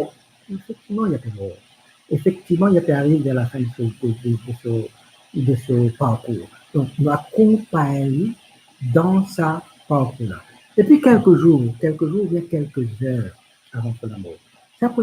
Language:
Morisyen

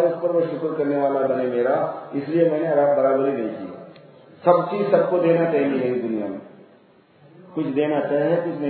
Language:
Urdu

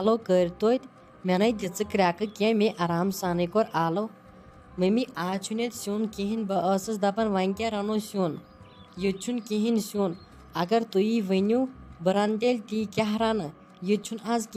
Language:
Kashmiri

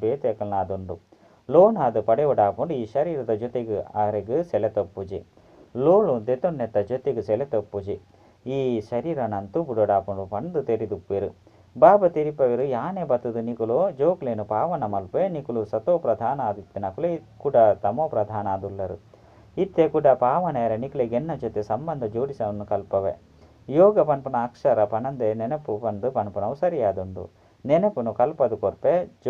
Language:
Tulu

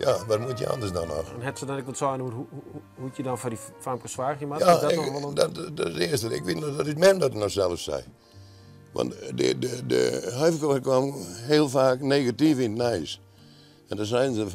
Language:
Western Frisian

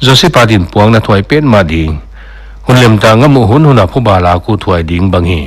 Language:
Paite Chin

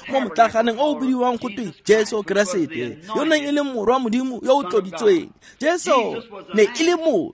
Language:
Tswana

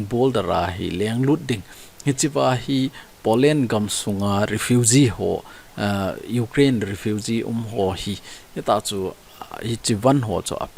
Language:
Thado Chin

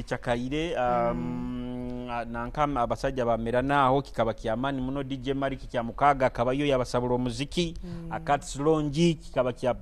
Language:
Nyoro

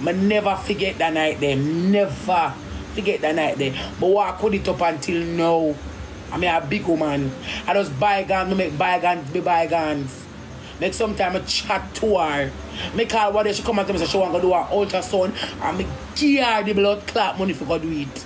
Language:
Jamaican Creole English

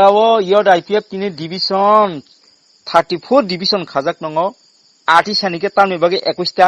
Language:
Kok Borok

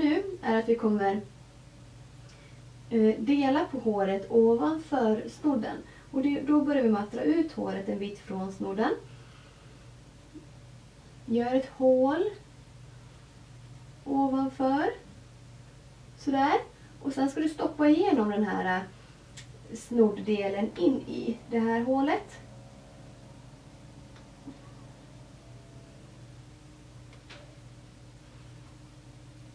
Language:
Swedish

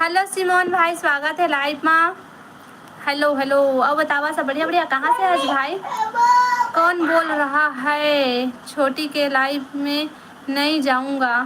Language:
Chhattisgarhi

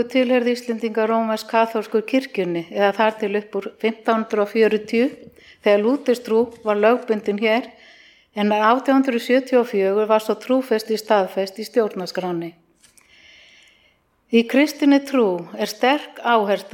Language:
Icelandic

